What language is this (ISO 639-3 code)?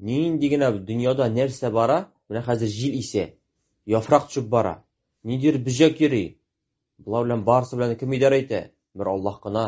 tat